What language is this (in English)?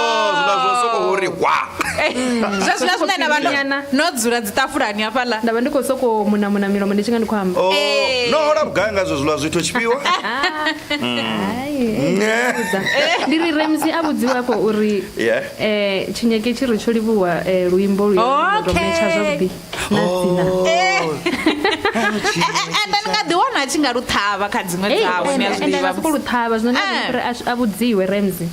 Venda